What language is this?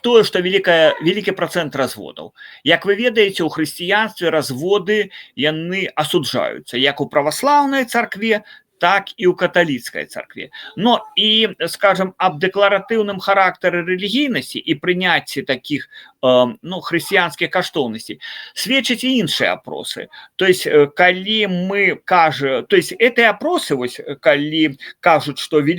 Belarusian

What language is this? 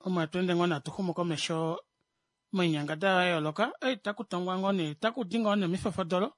Kuanyama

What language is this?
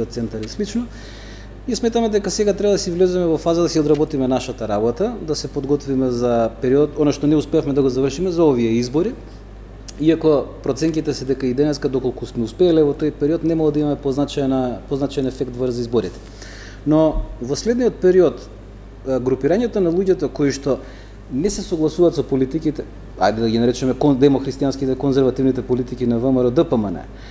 Macedonian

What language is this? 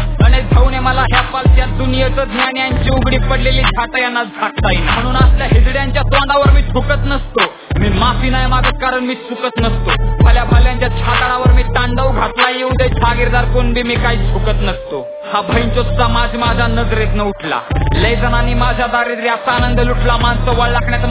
Marathi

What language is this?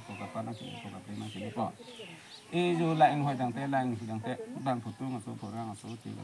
Karbi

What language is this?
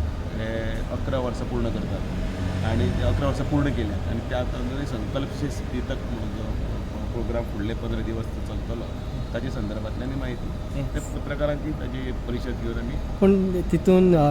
Konkani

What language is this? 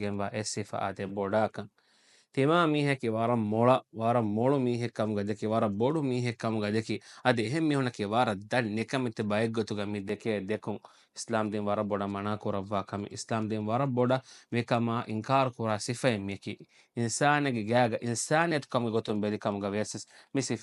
Divehi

